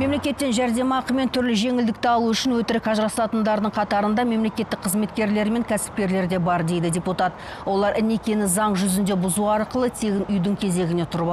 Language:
Kazakh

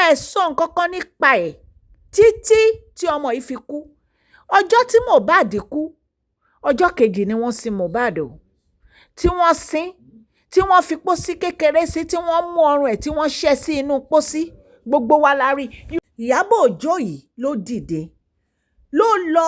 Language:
Yoruba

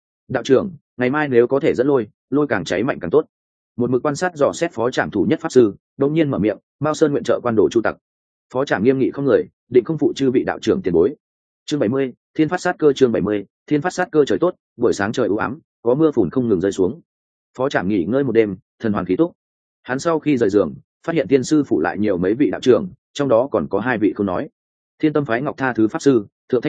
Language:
Vietnamese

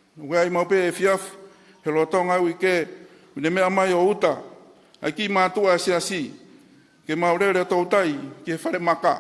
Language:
Tongan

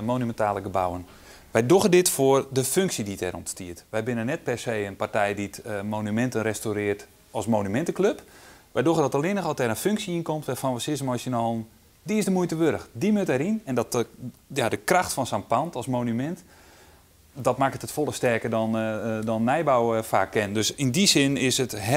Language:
Western Frisian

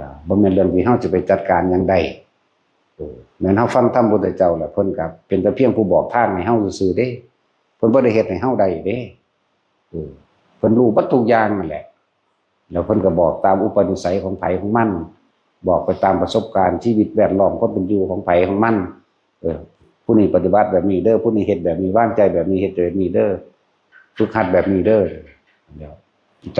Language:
Northeastern Thai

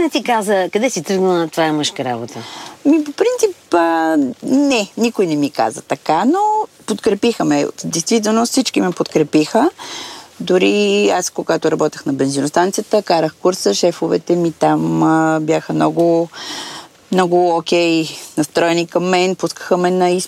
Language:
Bulgarian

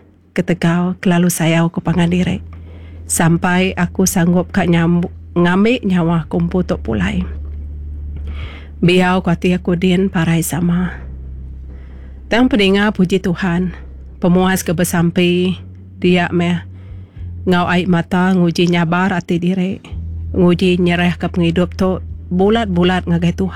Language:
Iban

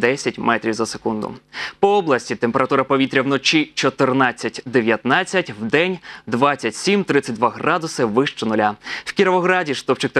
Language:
Ukrainian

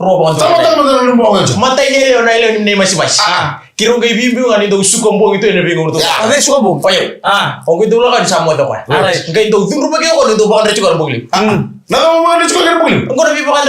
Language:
Fijian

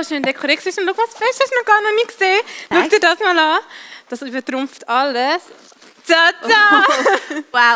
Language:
Swiss German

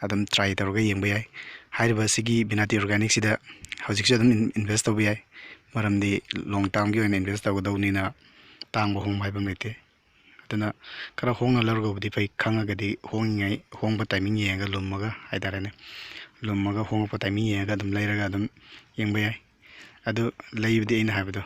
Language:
Manipuri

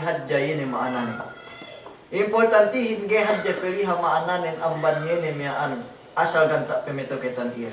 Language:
Yakan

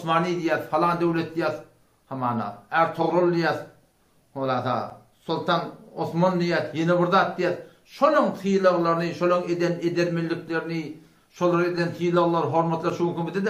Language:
Turkmen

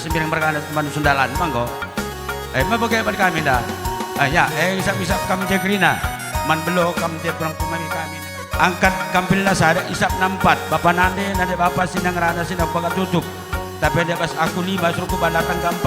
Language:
Batak Karo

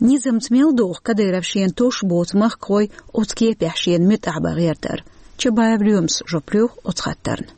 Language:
Chechen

